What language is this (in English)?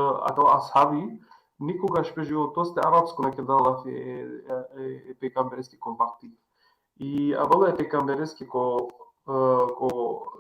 Balkan Romani